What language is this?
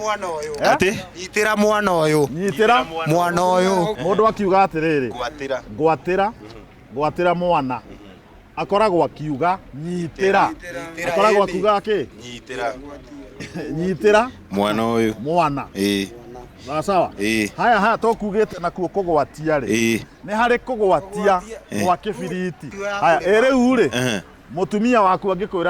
Kikuyu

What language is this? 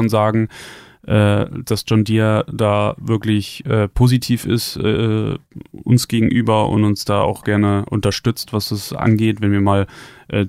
German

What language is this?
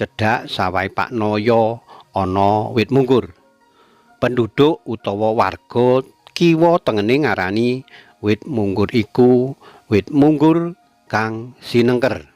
Javanese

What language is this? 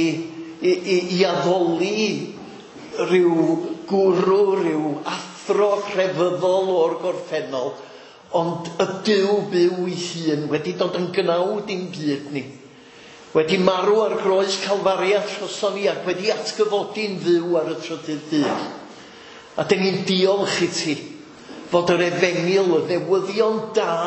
Welsh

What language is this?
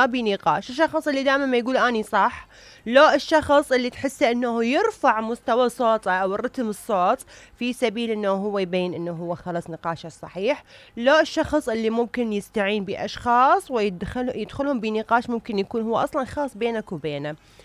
Mesopotamian Arabic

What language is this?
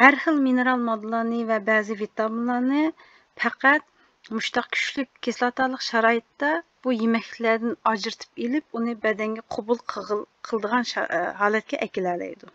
Uyghur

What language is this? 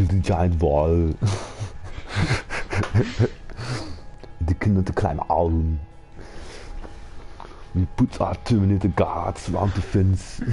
Dutch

